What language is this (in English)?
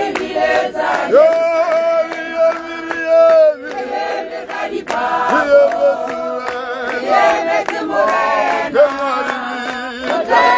Tswana